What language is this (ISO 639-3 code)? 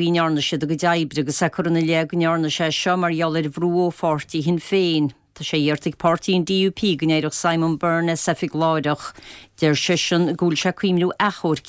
gle